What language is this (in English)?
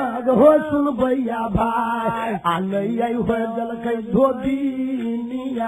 Bhojpuri